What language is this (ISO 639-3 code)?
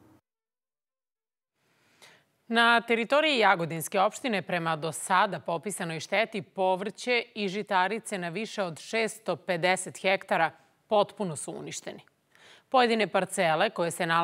srp